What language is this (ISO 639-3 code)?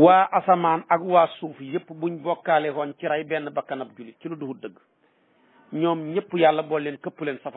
wol